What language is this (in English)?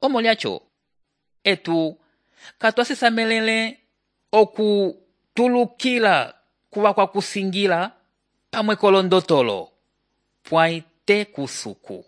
Umbundu